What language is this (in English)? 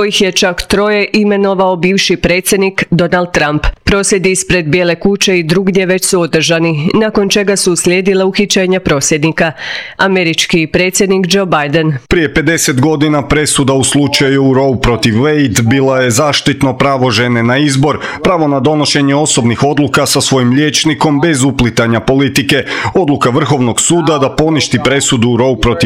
Croatian